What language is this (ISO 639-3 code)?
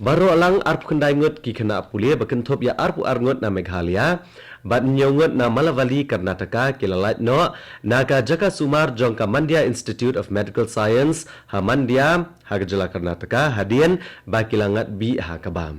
kha